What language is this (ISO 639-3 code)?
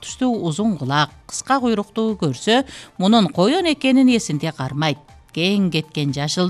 kir